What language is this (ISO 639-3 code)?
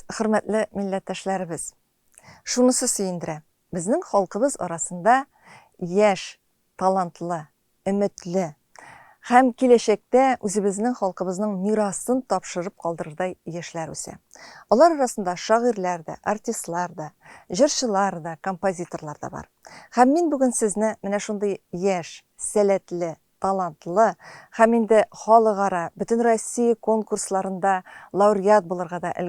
tat